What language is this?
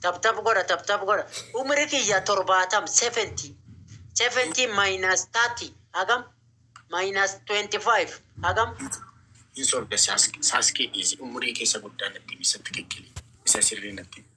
Oromo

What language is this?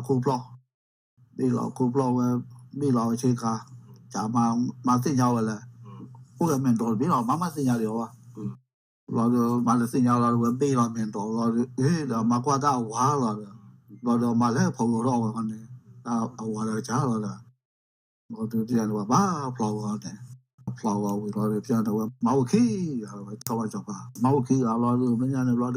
S'gaw Karen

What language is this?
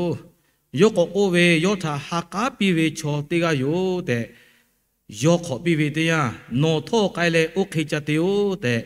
Lahu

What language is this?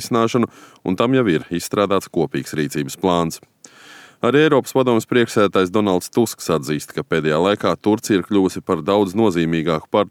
Latvian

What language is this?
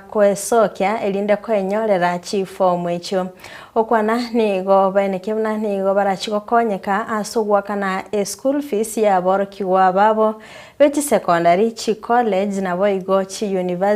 Gusii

